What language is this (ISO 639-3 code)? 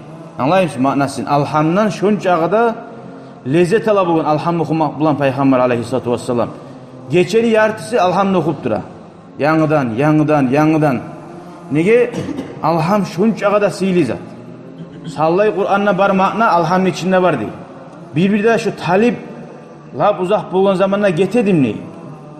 kum